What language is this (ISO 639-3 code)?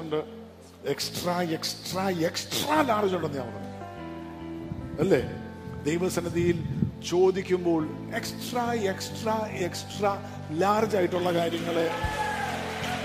mal